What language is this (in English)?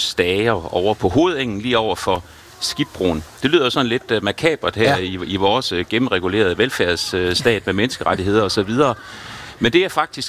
Danish